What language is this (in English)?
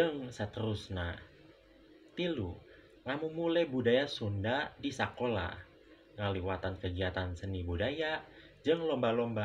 Sundanese